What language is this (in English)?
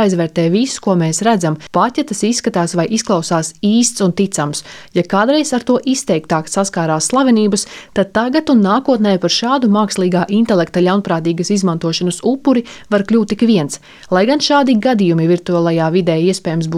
Latvian